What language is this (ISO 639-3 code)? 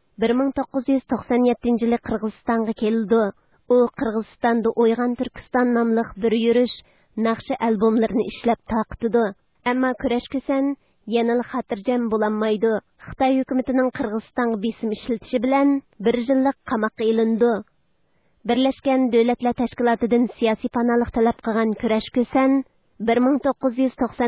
uig